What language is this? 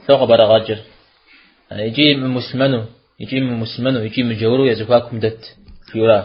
Kabardian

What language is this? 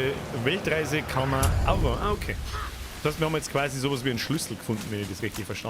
Bavarian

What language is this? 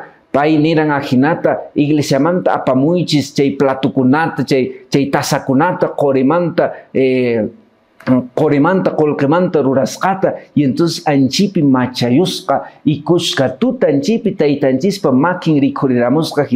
Quechua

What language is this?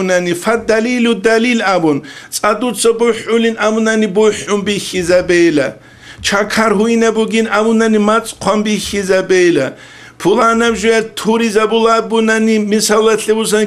Avaric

